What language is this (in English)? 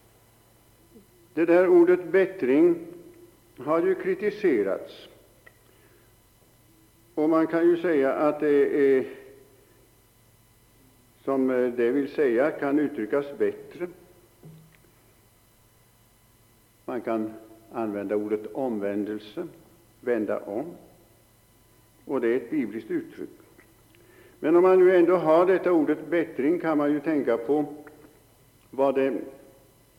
Swedish